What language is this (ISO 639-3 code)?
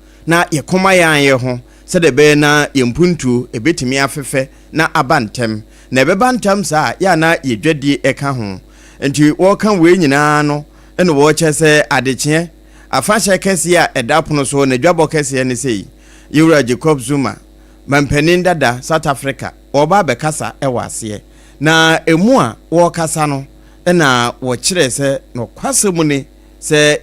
aka